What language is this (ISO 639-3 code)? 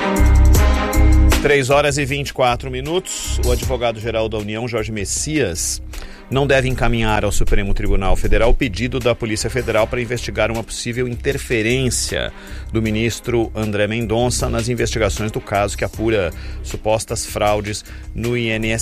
por